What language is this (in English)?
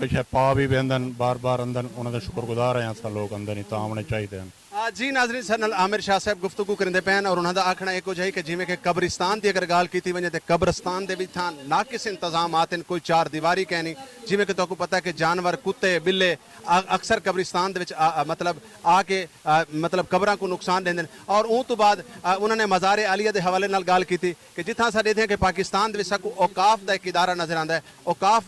Saraiki